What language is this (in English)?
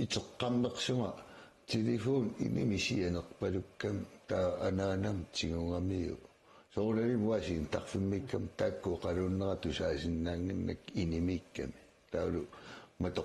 Kalaallisut